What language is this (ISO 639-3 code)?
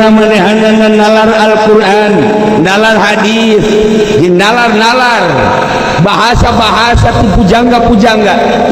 sun